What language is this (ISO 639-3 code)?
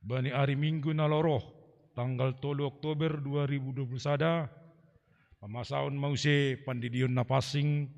bts